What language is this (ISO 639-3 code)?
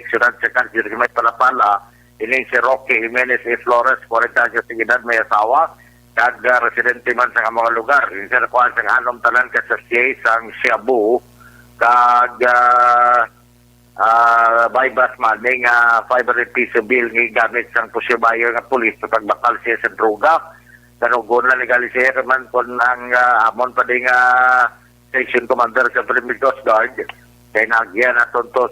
hil